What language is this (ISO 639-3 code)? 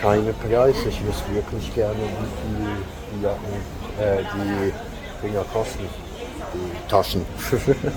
gsw